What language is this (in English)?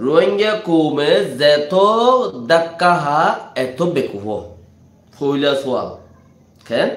Rohingya